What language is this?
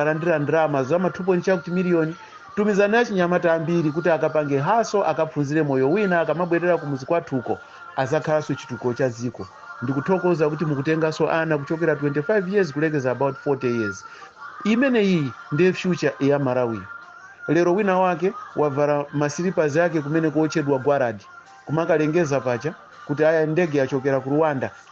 Nyanja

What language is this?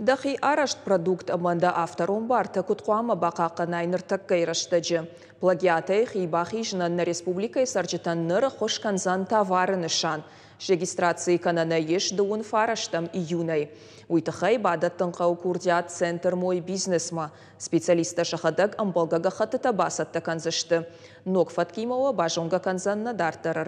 Ossetic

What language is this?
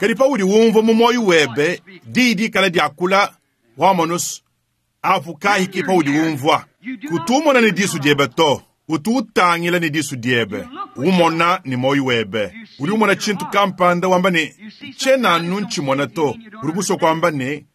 Luba-Lulua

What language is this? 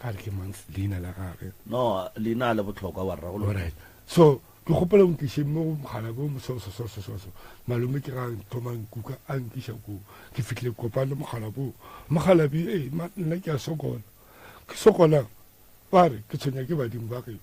Northern Sotho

